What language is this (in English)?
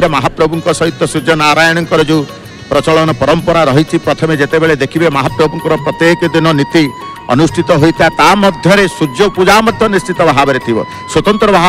Odia